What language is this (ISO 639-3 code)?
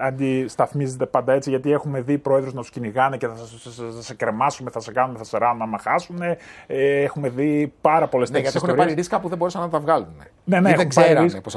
ell